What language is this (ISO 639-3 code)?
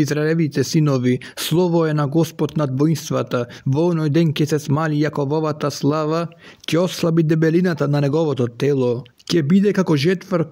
mkd